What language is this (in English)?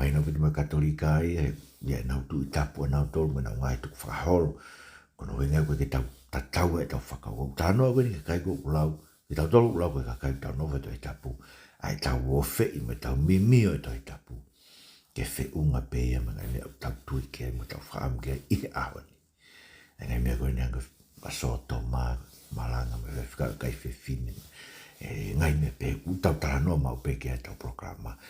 Tongan